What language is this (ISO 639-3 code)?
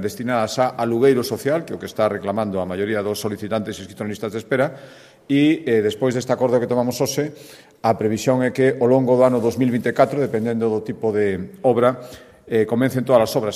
glg